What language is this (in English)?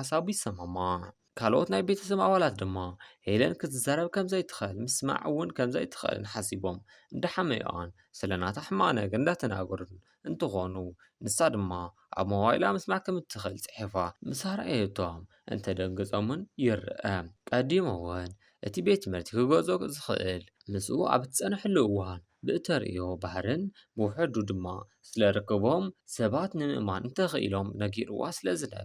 Tigrinya